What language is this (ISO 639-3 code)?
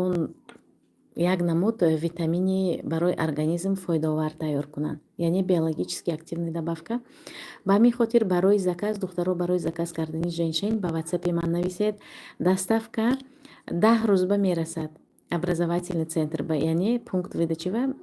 tgk